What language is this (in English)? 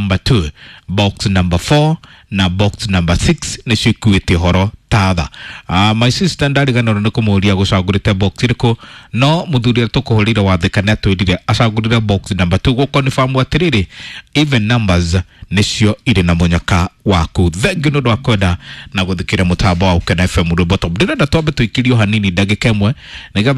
Kikuyu